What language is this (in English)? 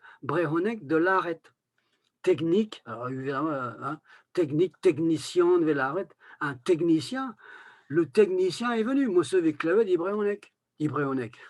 Breton